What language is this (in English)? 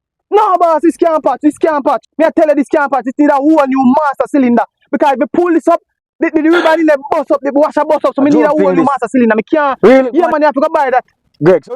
Jamaican Creole English